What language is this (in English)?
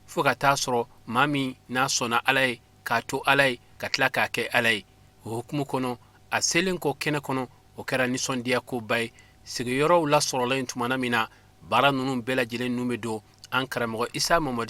Bambara